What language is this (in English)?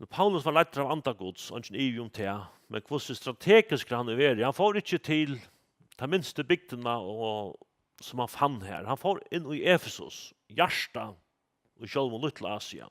Faroese